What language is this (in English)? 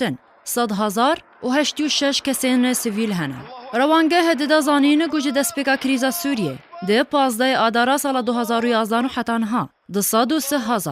Kurdish